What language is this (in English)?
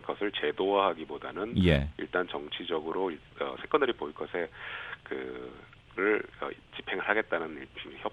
Korean